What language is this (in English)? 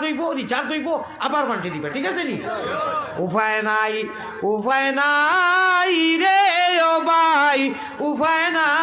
Sylheti